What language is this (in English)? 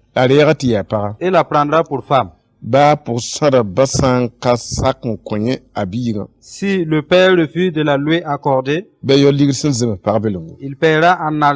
Mossi